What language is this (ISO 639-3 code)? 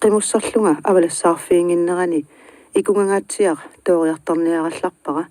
kal